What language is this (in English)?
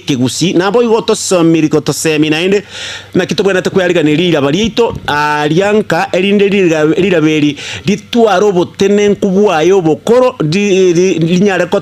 Gusii